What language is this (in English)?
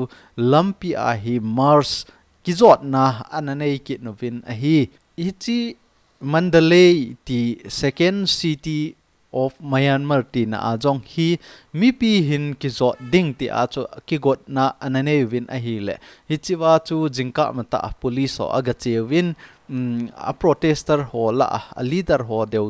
Thado Chin